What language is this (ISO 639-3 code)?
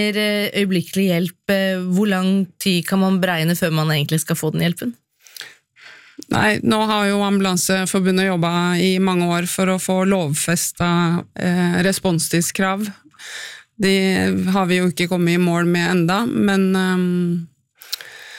nor